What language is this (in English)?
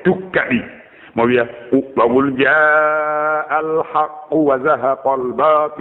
Fula